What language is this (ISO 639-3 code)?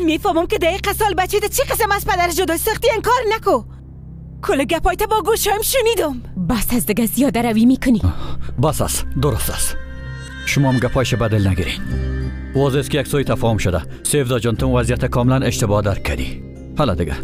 fas